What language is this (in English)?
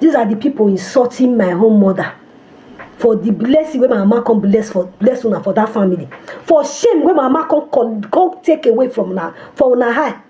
Nigerian Pidgin